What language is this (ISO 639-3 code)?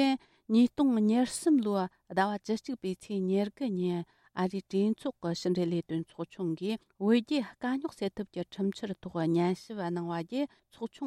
bod